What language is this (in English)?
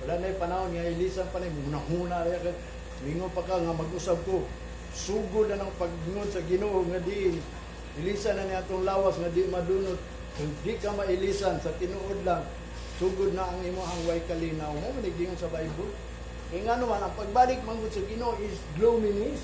Cebuano